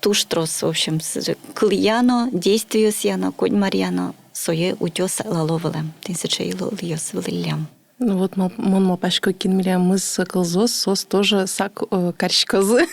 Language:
Udmurt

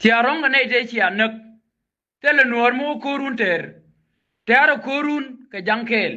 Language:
Nuer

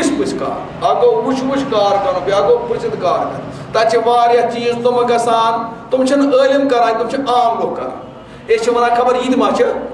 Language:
Kashmiri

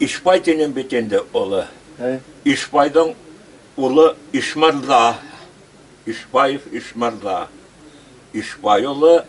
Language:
Bashkir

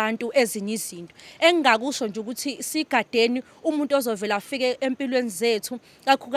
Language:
Zulu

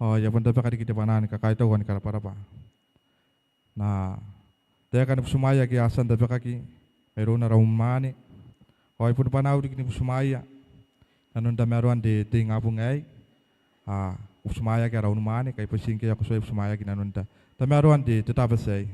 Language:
Gilbertese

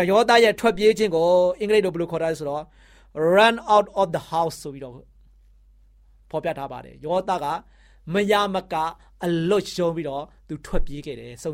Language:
Burmese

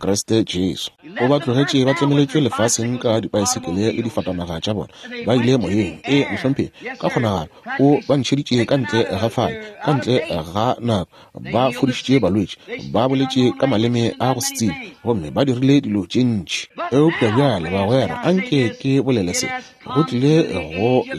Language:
Northern Sotho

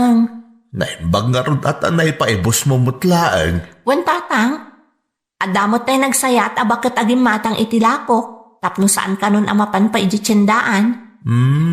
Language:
Iloko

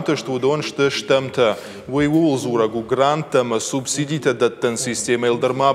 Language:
Ossetic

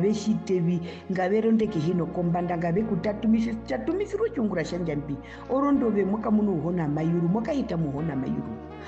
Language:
Herero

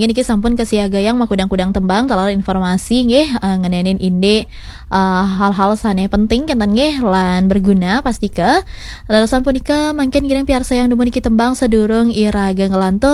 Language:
Balinese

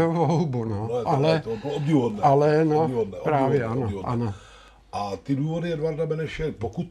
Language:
Czech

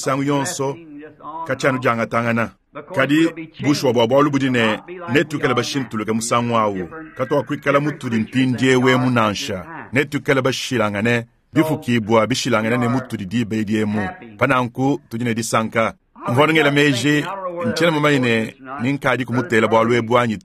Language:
Luba-Lulua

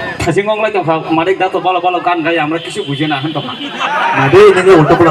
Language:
Kok Borok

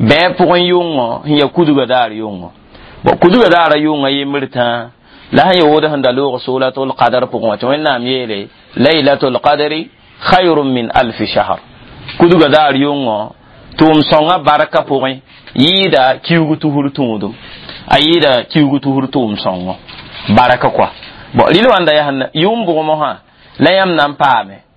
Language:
Mossi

